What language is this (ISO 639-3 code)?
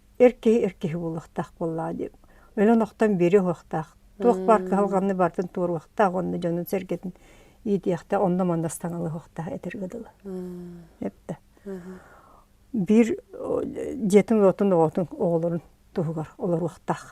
sah